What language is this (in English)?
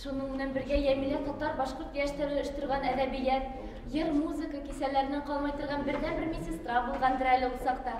Bashkir